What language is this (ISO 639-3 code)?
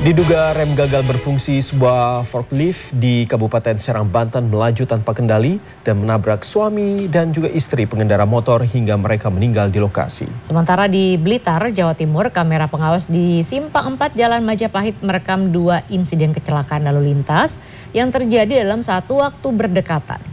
ind